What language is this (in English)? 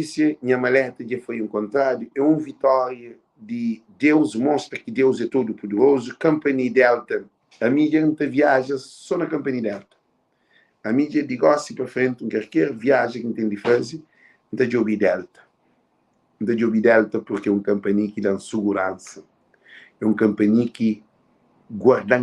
Kabuverdianu